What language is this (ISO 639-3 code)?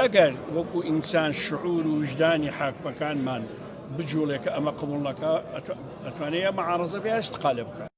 ckb